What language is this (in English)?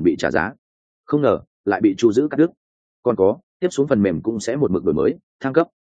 Vietnamese